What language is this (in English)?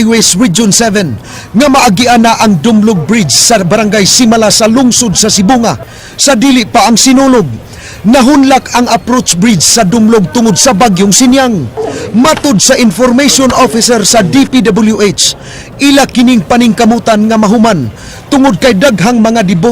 Cebuano